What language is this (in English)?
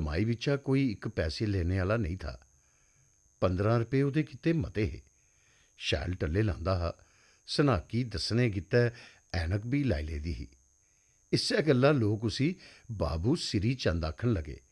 Dogri